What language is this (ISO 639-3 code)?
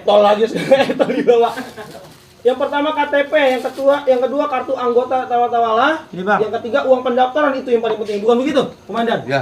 bew